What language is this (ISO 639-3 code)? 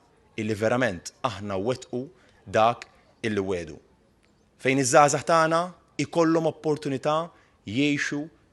mlt